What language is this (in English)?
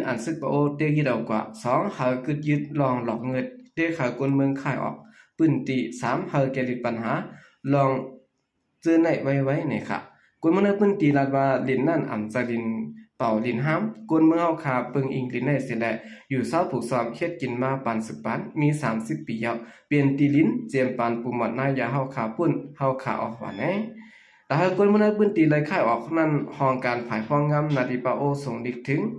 Shan